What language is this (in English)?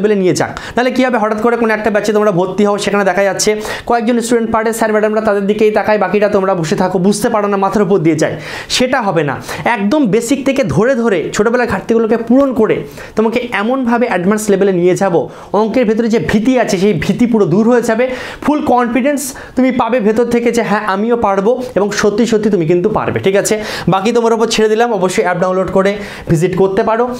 Bangla